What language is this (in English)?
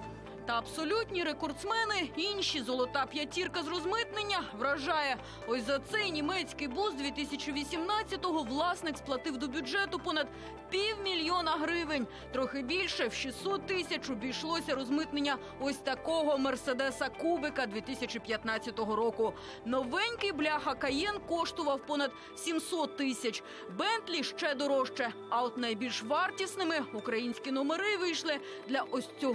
Ukrainian